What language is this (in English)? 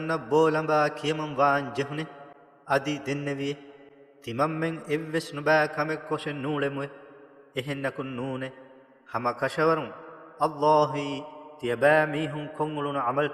Divehi